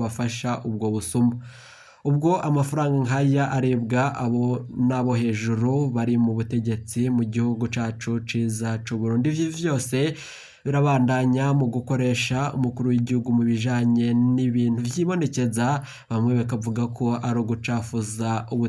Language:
Rundi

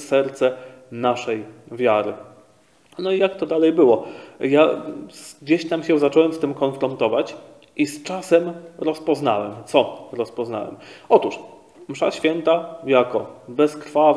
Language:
Polish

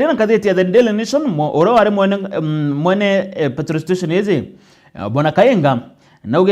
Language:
Meru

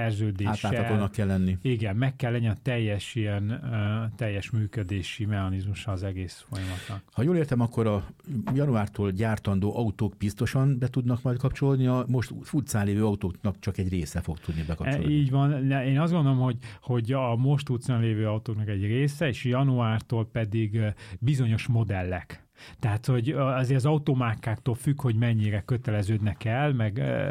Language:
Hungarian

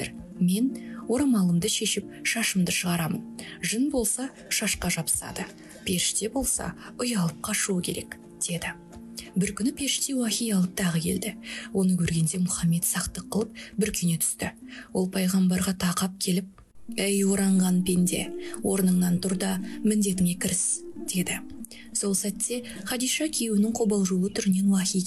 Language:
Kazakh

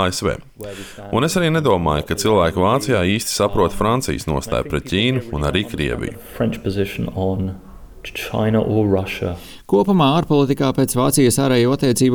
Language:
Latvian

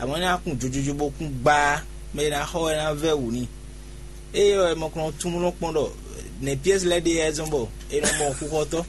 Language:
Fon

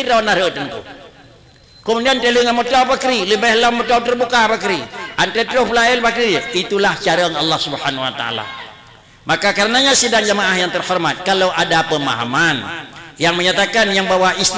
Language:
Achinese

